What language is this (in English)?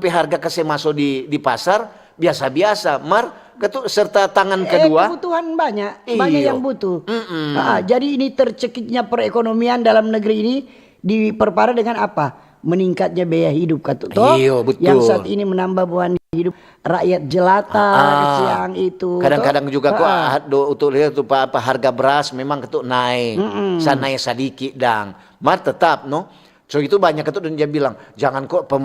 Manado Malay